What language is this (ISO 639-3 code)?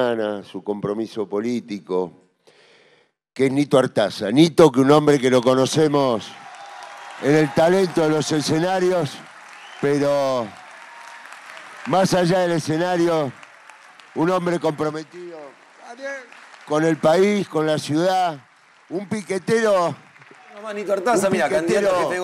spa